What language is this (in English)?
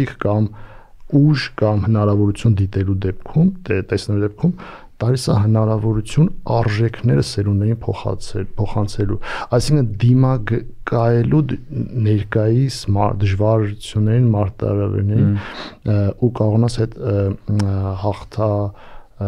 Armenian